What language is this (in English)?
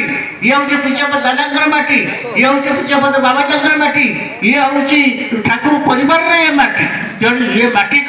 Odia